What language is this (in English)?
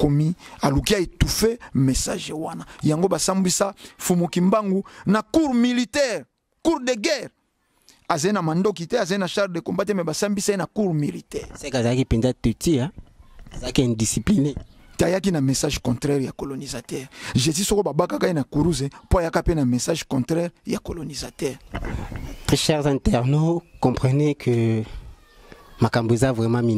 Lingala